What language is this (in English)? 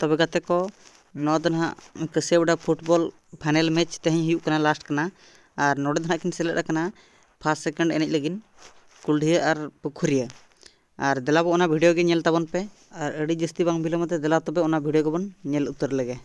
Santali